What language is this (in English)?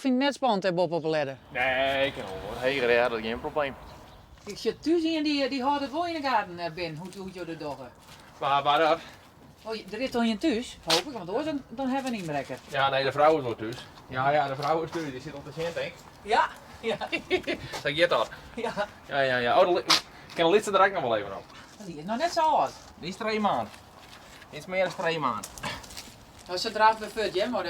Western Frisian